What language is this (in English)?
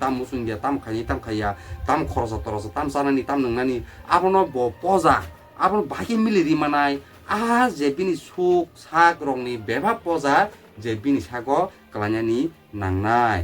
Kok Borok